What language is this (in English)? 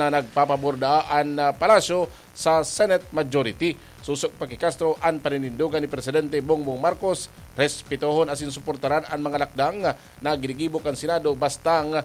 Bikol